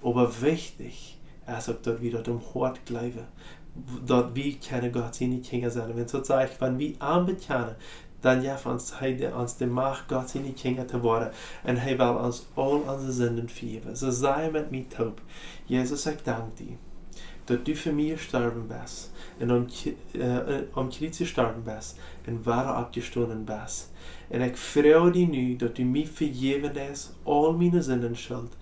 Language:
Plautdietsch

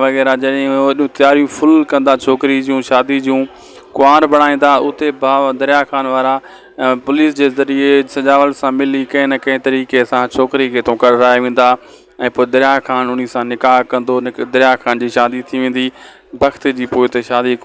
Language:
Sindhi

